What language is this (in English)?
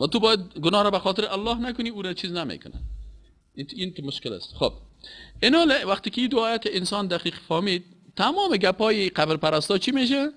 Persian